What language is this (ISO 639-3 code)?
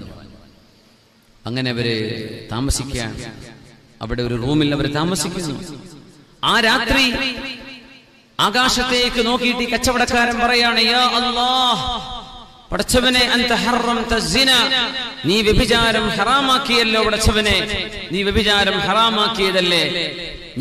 mal